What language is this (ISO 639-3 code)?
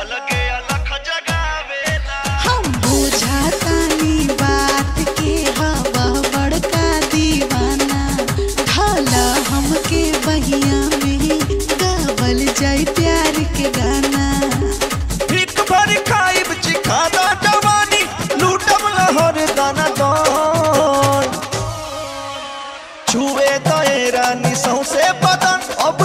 bho